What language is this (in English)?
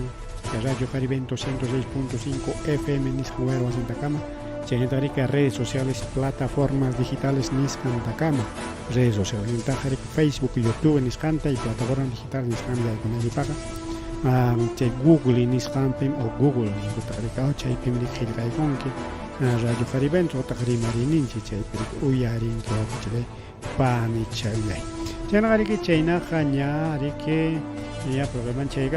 Ayacucho Quechua